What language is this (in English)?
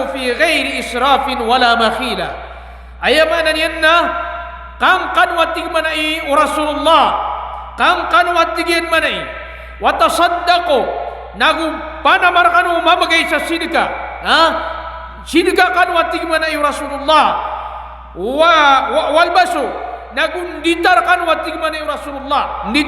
Maranao